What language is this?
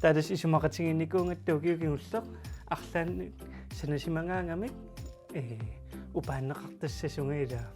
Kalaallisut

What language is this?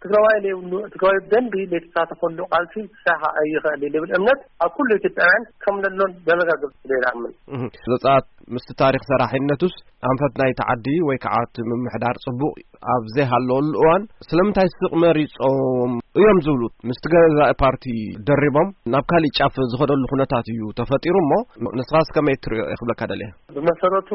Tigrinya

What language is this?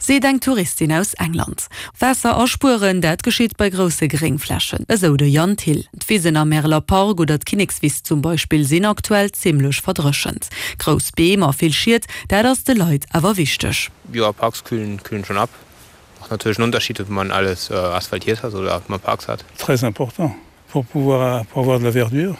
Luxembourgish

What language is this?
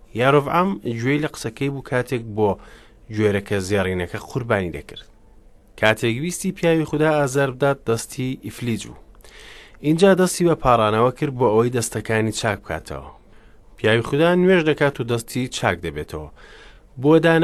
Central Kurdish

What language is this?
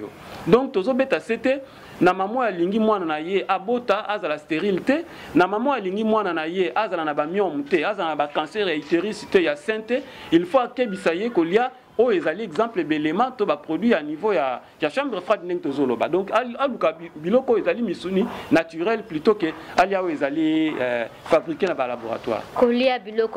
Lingala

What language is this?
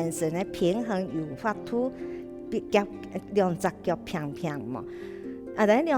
Hakka Chinese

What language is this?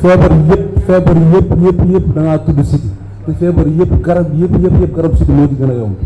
Wolof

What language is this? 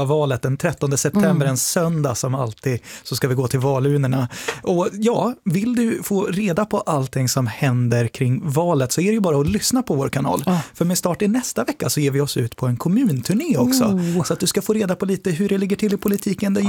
Swedish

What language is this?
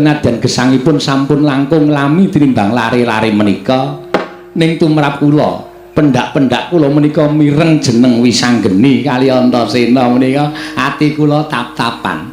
Javanese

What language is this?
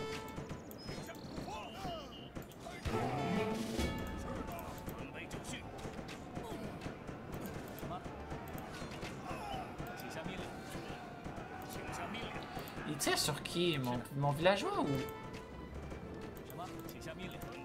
French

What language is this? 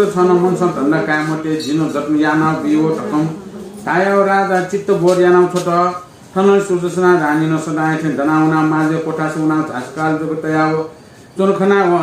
Newari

